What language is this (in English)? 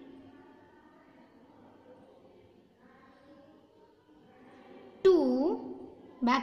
Gujarati